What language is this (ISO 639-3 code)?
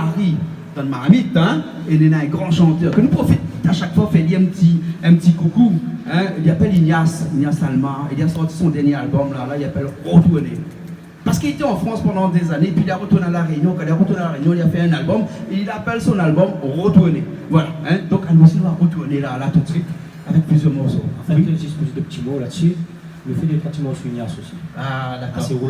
rcf